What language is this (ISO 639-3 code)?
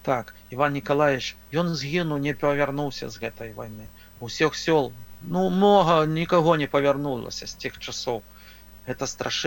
bel